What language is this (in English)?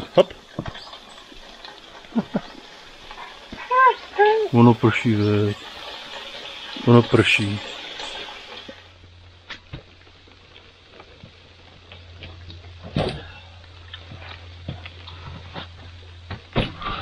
Czech